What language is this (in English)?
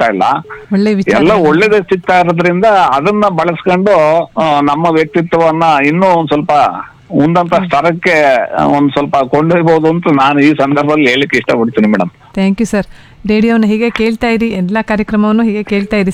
Kannada